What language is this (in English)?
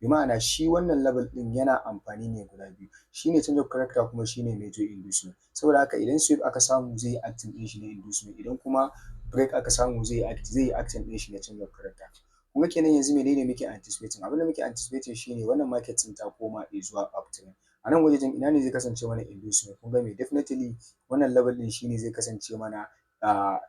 Hausa